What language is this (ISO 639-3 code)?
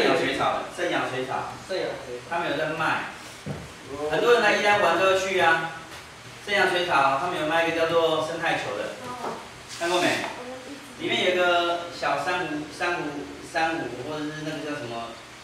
zho